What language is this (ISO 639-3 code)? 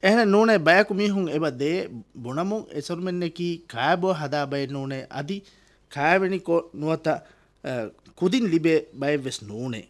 div